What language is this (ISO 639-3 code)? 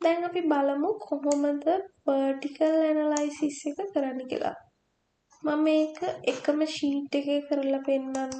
sin